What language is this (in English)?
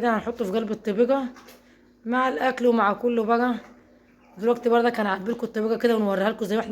Egyptian Arabic